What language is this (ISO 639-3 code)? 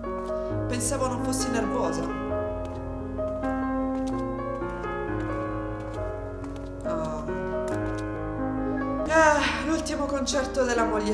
ita